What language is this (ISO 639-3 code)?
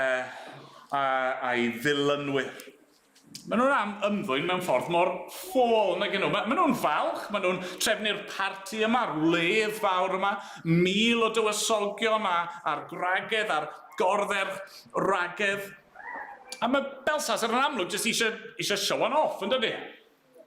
cym